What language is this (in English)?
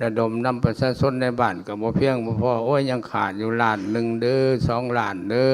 Lao